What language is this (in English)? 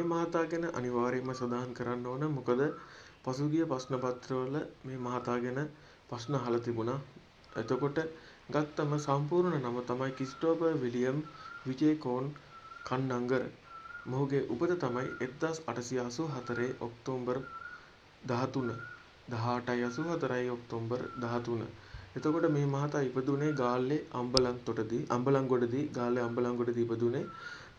Sinhala